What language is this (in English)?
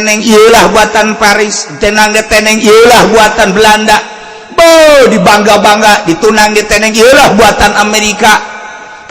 Sundanese